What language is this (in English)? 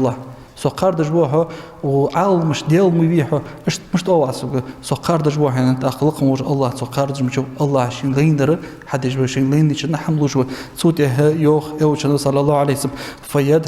Ingush